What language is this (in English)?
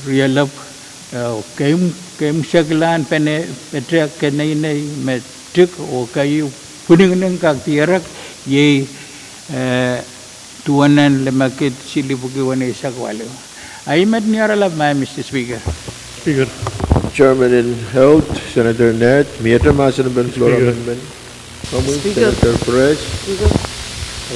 Pohnpeian